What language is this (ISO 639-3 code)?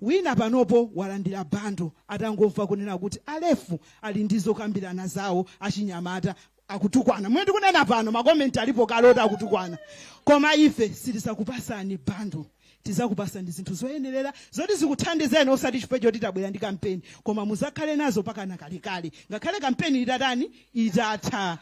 nya